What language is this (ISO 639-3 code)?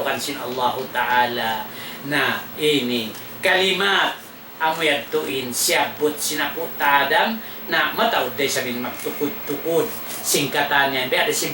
tsg